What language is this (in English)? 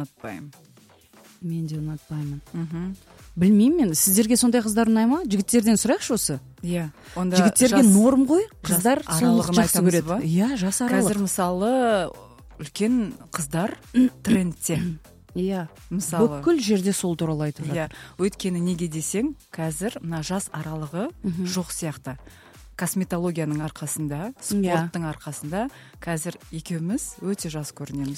Kazakh